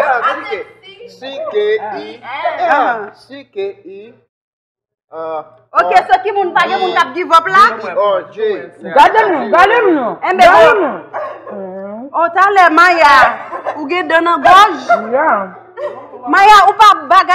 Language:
Haitian Creole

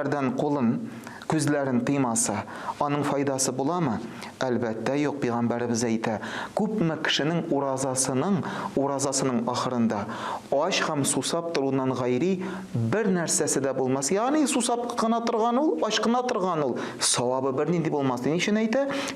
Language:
Tatar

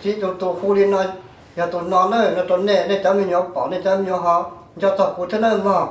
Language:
Hmong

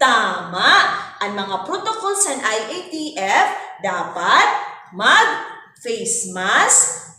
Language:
Waray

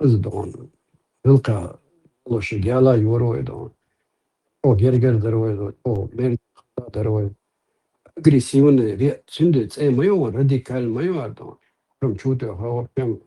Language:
Chechen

